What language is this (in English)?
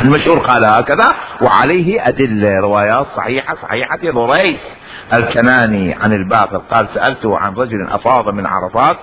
Mesopotamian Arabic